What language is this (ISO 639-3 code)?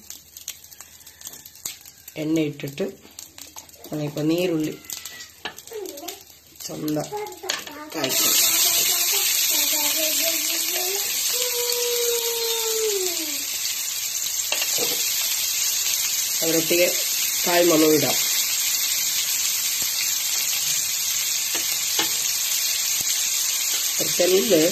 mal